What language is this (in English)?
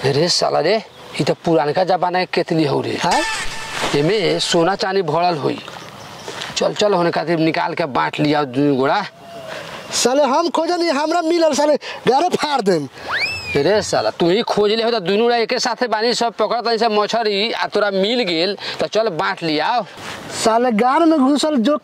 Bhojpuri